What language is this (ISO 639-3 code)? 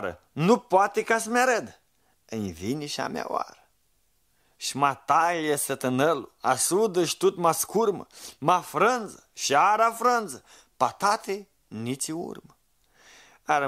rup